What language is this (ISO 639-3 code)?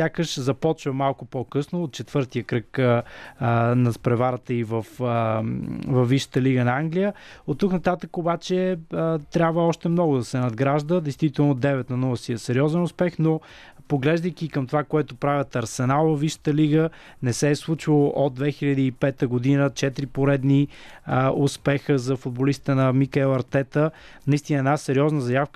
bul